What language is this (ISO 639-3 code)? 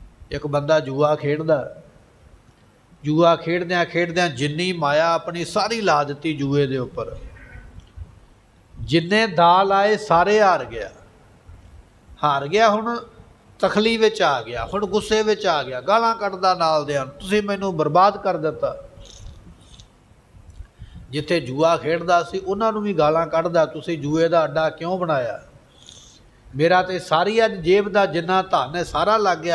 pan